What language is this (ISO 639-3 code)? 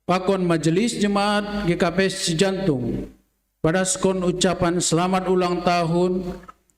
bts